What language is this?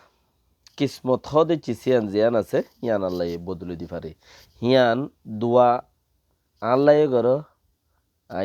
Rohingya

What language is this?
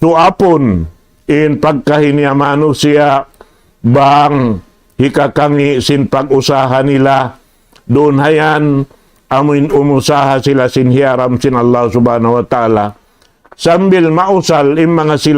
Tausug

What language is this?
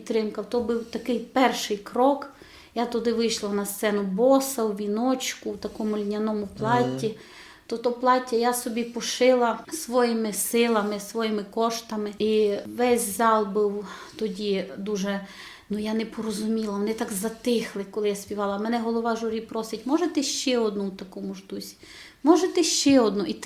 Rusyn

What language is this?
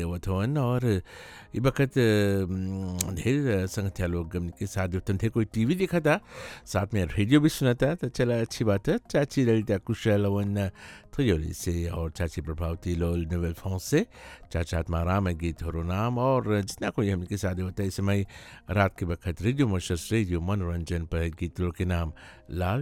Bhojpuri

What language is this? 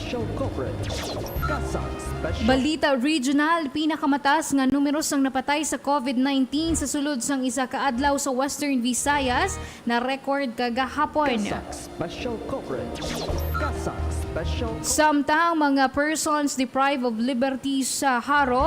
Hiligaynon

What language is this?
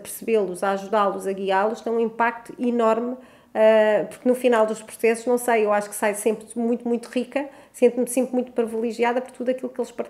Portuguese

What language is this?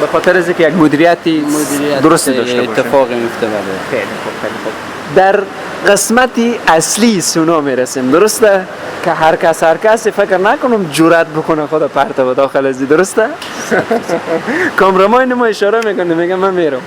Persian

